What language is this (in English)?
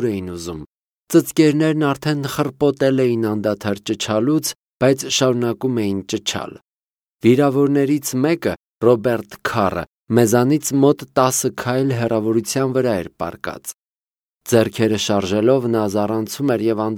Armenian